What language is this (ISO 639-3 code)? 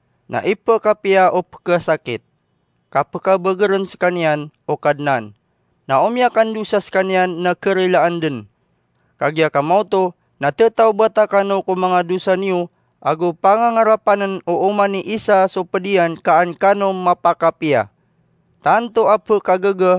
mrw